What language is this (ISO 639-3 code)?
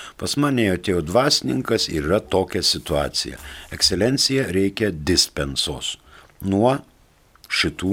lit